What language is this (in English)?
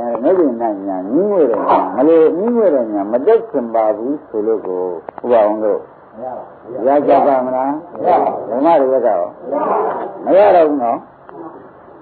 Burmese